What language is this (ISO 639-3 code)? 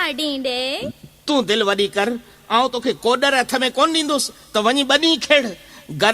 snd